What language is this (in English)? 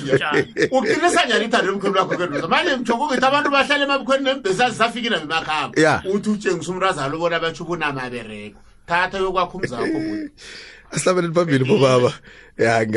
South Ndebele